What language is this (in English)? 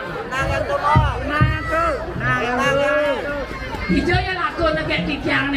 Balinese